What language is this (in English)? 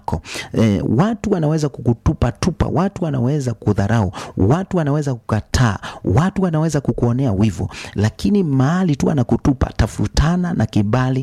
Swahili